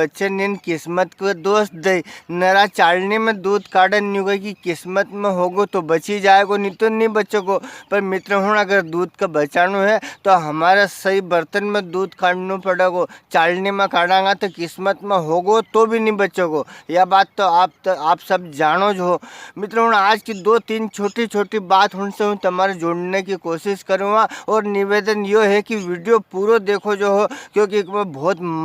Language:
Rajasthani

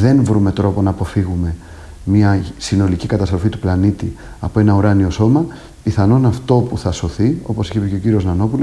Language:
Greek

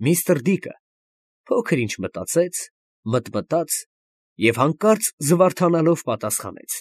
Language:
Armenian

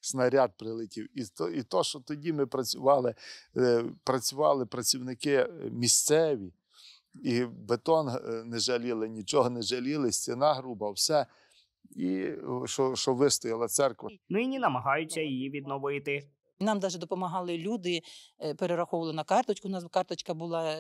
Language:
Ukrainian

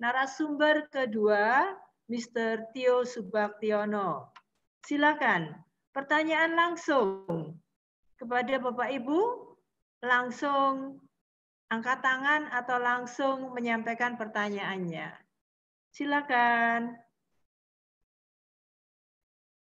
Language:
Indonesian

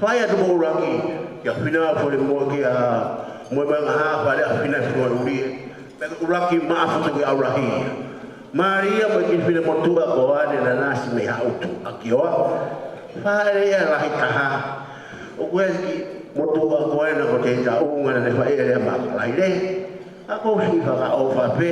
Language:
Tongan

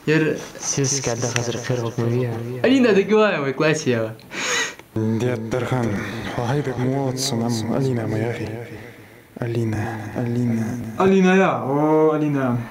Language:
Ingush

